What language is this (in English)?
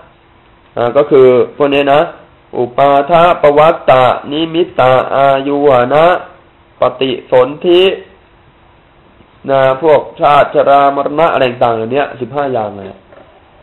Thai